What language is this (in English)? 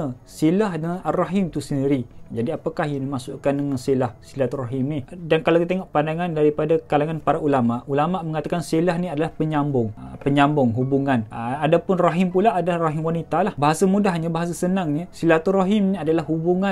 Malay